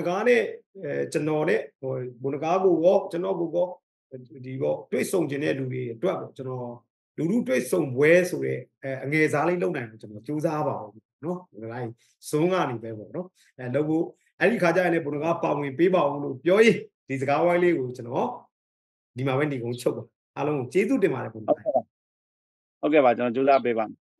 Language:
Burmese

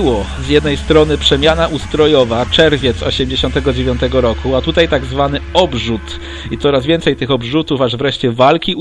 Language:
Polish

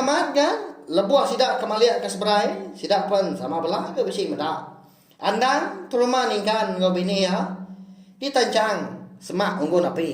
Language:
Iban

